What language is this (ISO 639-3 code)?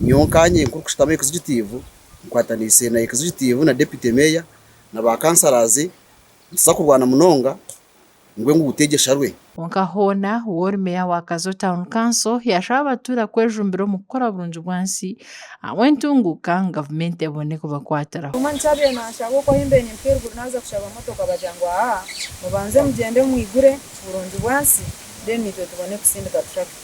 nyn